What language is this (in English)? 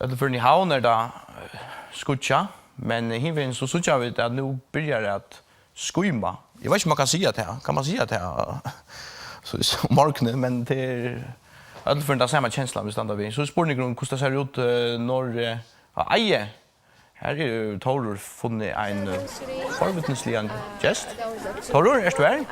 Faroese